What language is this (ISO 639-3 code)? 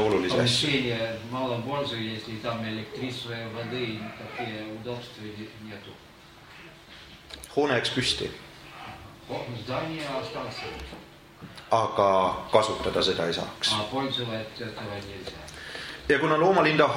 est